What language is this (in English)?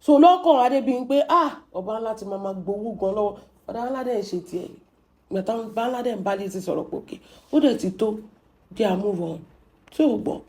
Yoruba